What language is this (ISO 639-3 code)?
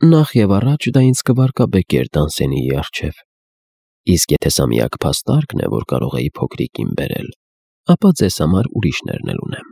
hye